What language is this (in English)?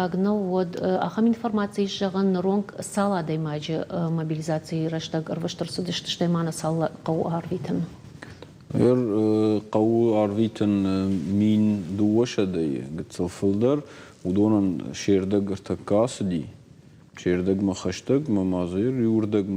Ossetic